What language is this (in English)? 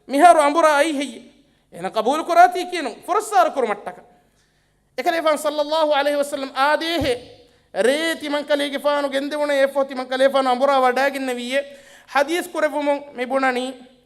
Divehi